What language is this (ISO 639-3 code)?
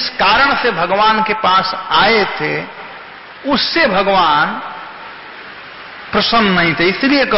hin